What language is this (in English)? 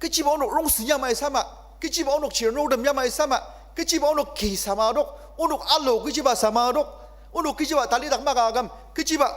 Ao Naga